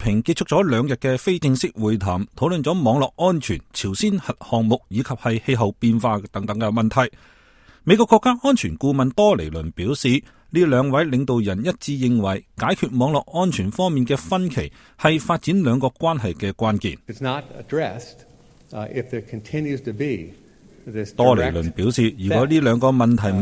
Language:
Cantonese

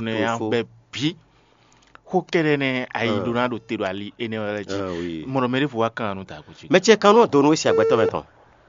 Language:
Fon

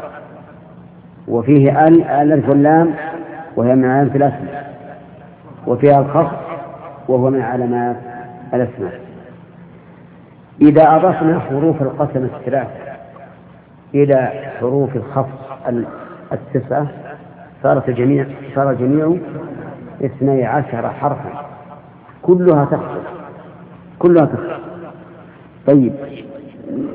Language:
Arabic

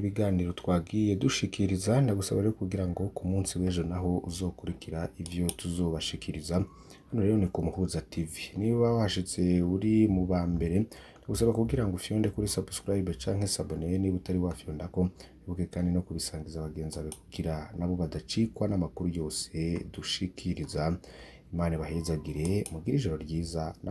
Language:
Rundi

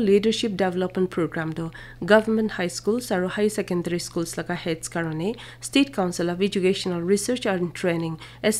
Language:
Naga Pidgin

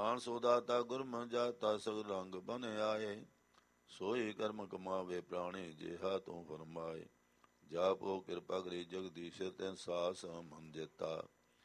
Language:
Punjabi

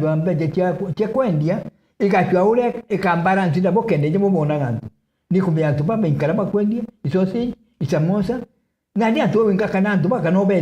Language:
Meru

